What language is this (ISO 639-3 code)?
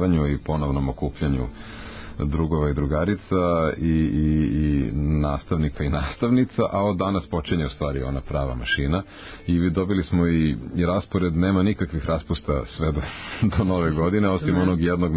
srp